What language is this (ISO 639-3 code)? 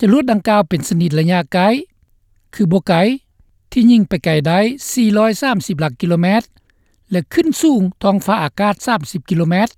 lao